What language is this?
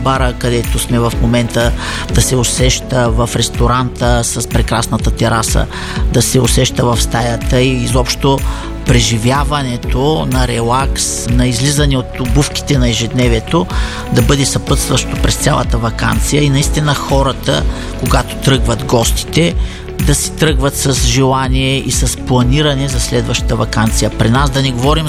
Bulgarian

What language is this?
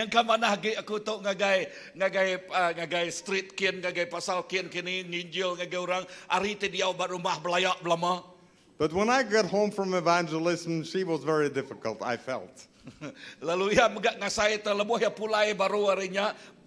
Iban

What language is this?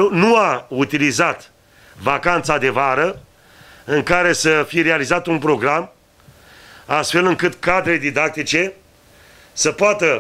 Romanian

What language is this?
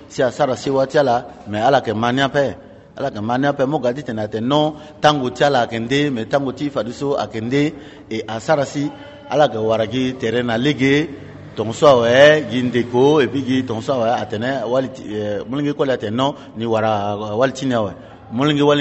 Sango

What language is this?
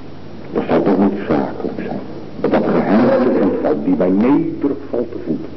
Dutch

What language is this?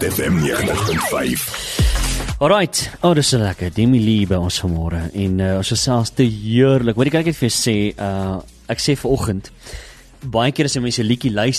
Afrikaans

